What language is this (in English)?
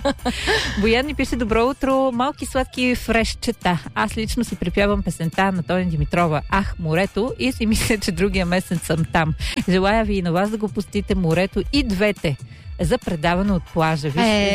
Bulgarian